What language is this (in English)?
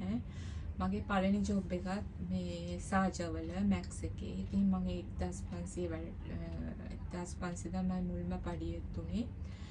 Sinhala